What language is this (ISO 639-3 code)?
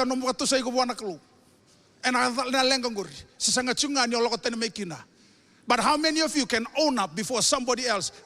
fij